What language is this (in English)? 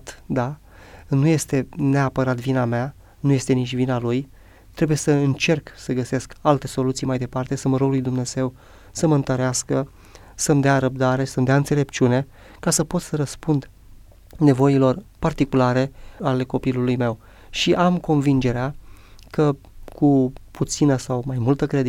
Romanian